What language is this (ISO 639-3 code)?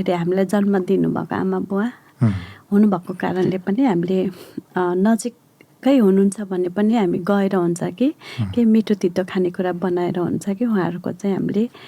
nep